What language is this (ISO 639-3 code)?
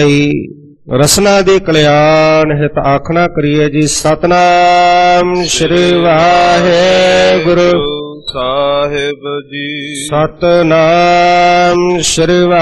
pan